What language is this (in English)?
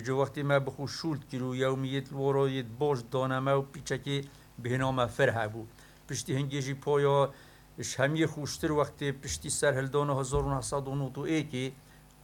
Kurdish